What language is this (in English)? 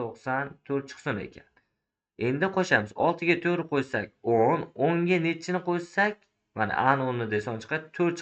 Uzbek